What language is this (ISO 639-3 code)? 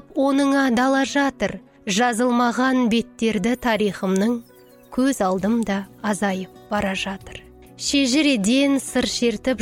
kaz